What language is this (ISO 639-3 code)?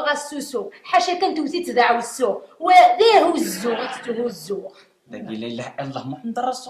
kab